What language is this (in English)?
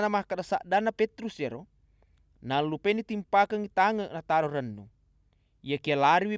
Buginese